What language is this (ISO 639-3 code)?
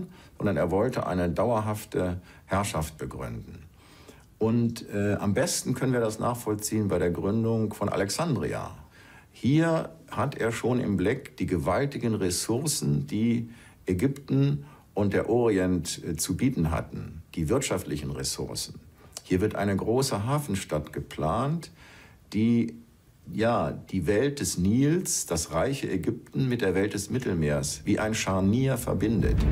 deu